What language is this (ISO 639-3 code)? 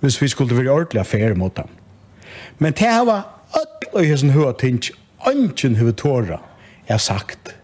fao